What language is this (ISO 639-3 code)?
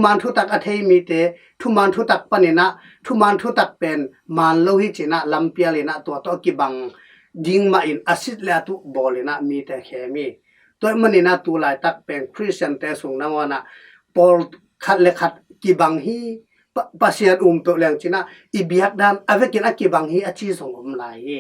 ctd